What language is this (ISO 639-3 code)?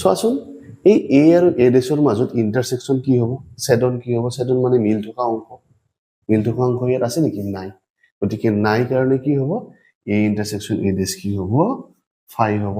asm